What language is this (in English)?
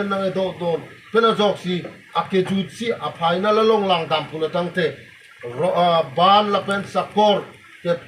Karbi